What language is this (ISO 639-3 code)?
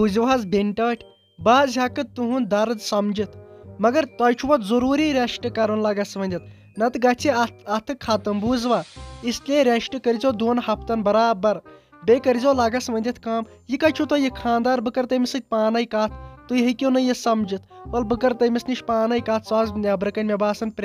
kas